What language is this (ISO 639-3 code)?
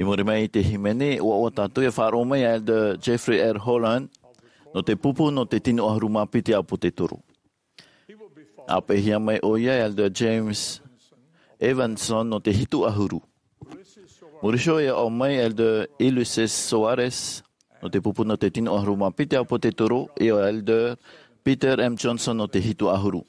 tah